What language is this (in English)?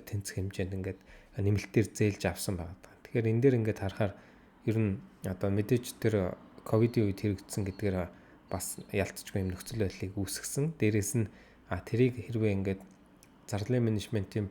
Mongolian